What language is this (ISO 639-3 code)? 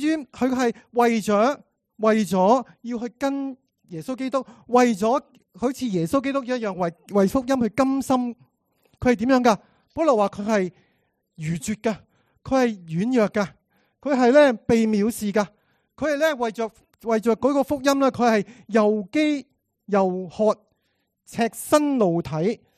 yue